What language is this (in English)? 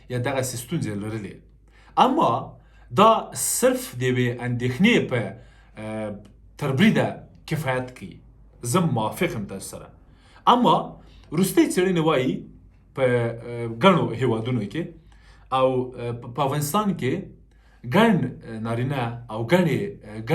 Pashto